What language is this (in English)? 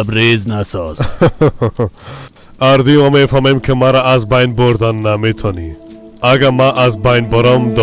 Persian